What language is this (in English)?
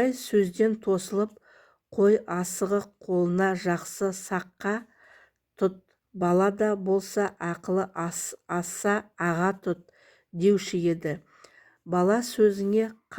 Kazakh